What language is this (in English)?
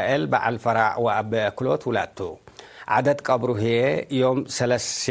Tigre